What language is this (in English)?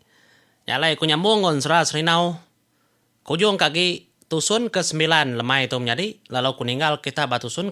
Iban